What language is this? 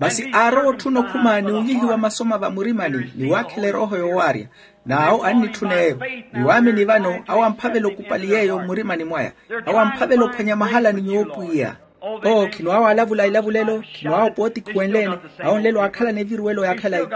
Makhuwa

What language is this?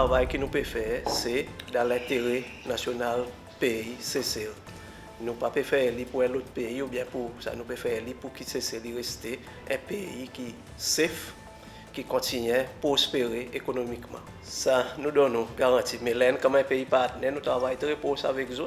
Seselwa Creole French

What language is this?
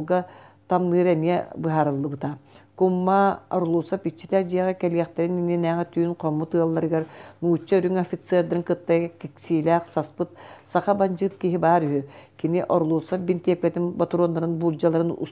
Yakut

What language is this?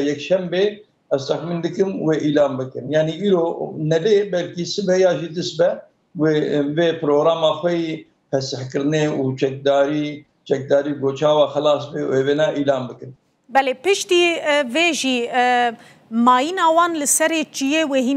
Kurdish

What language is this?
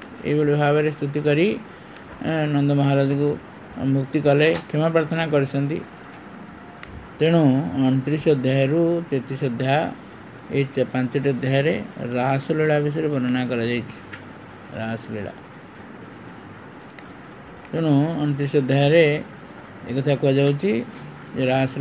Odia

